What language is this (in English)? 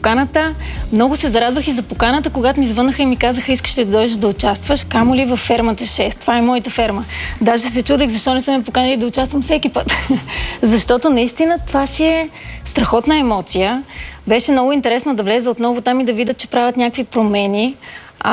Bulgarian